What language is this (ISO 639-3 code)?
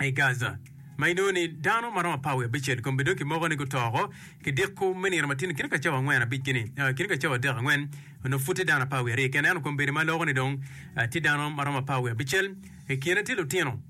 ach